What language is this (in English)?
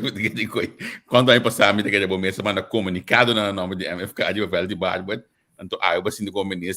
Papiamento